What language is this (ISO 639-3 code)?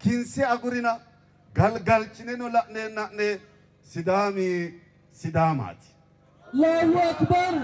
sid